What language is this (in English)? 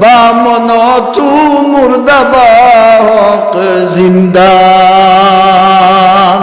Sylheti